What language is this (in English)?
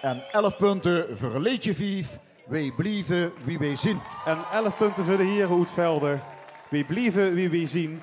Limburgish